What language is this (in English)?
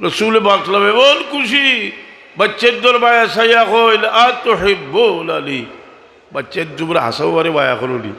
Sylheti